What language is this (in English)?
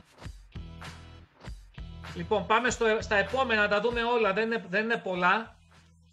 Greek